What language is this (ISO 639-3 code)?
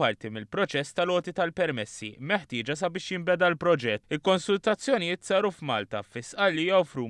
mlt